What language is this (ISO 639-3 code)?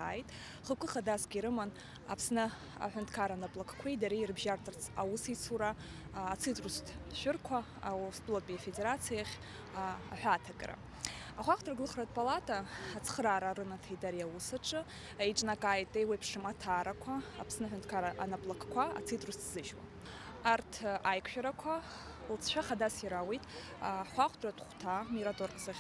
abk